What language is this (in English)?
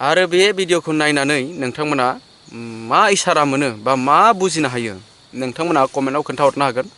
Bodo